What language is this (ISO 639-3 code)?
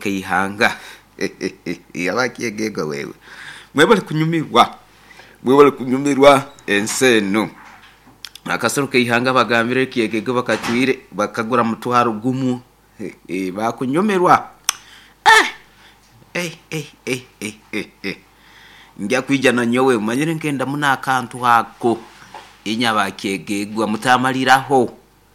nyo